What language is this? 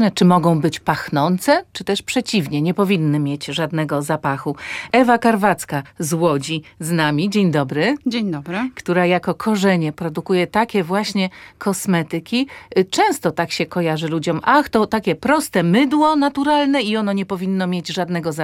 Polish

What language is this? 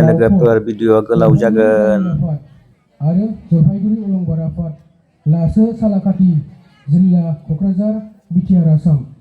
Bodo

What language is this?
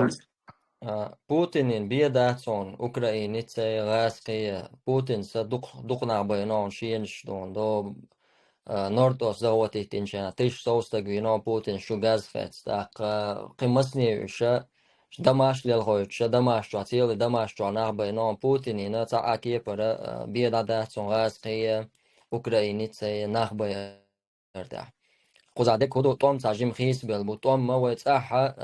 Chechen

